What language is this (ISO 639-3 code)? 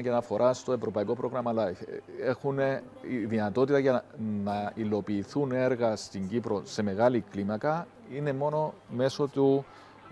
ell